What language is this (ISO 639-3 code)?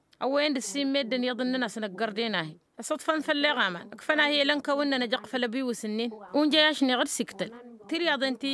taq